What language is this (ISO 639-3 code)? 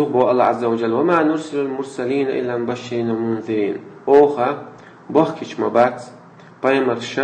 che